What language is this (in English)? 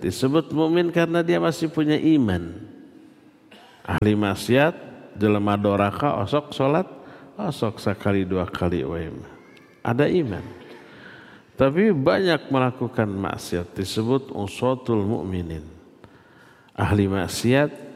Indonesian